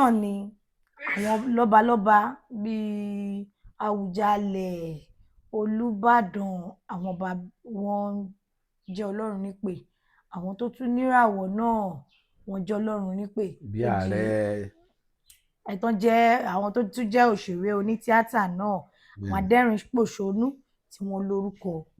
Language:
Yoruba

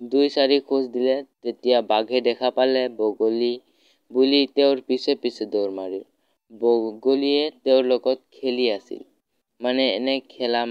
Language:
Assamese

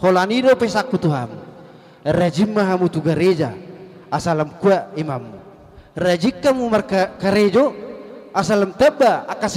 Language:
Batak Toba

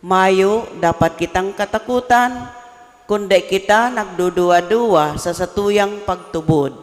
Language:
Bikol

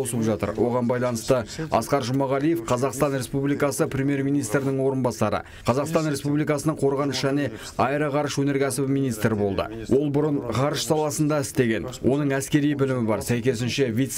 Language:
Kazakh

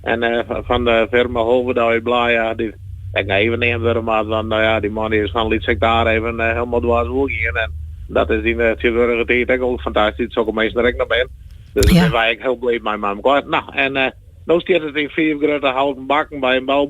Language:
Western Frisian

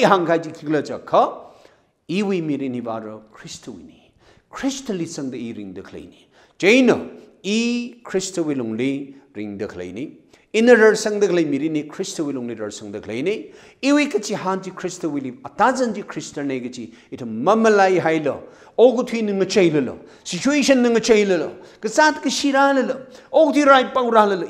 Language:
Tangkhul Naga (India)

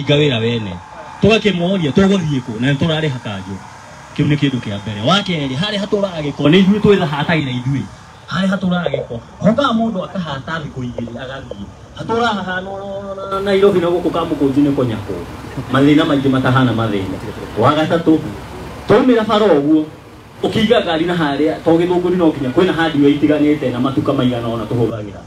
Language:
Kikuyu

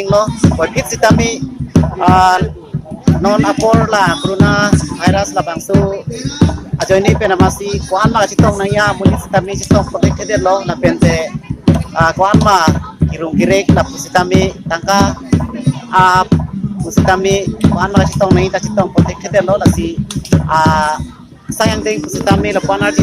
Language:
Karbi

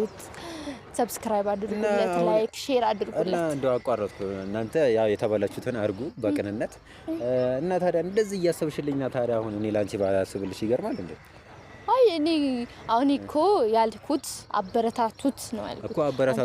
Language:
Amharic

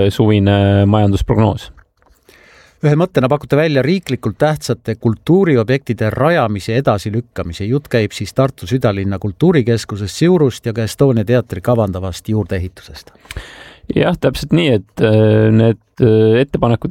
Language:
Estonian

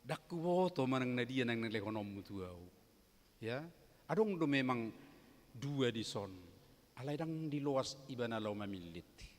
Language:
Batak Toba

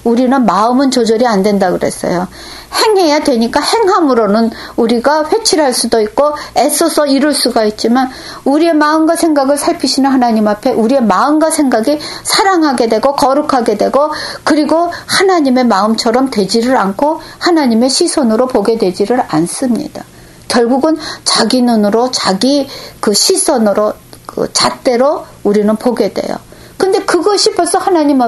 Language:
Korean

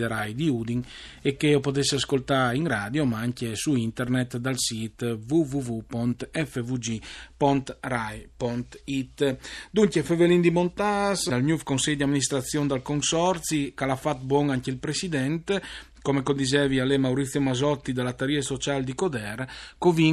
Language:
Friulian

